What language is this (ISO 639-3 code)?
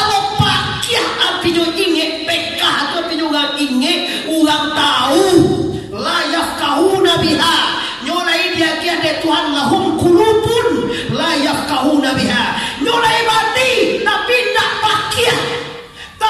min